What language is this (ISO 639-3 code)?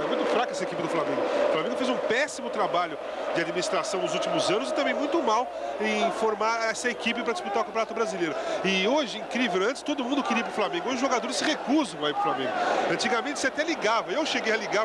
por